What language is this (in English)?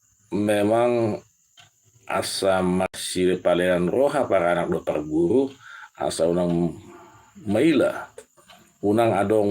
Batak Toba